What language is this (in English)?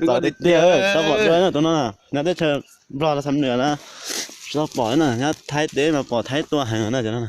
Hmong